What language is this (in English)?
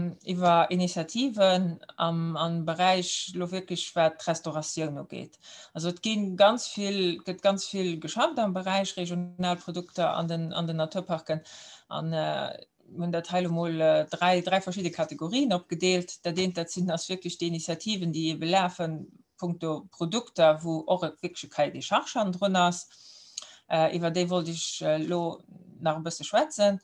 Luxembourgish